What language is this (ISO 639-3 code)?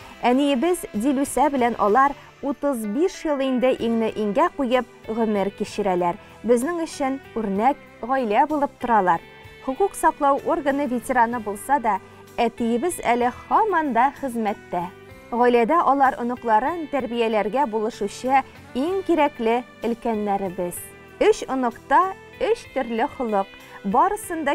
tat